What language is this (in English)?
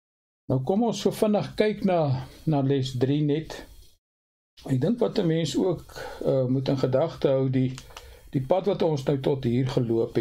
Afrikaans